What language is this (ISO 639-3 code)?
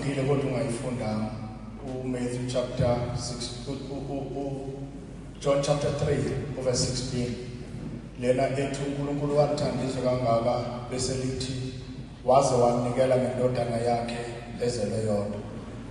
zul